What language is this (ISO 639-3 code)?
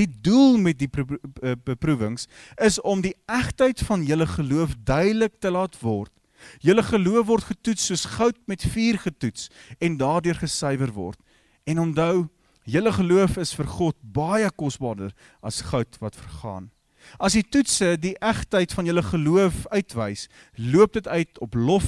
afr